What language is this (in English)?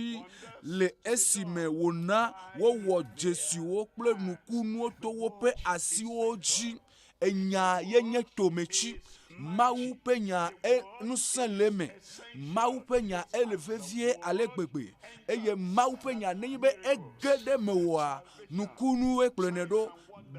Ewe